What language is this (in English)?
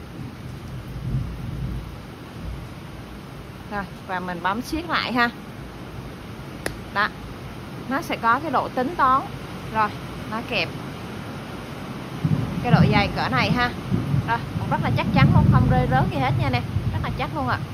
Vietnamese